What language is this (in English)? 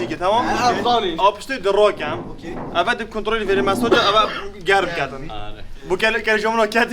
Kurdish